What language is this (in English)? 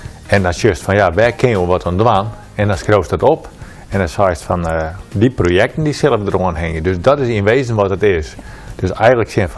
Western Frisian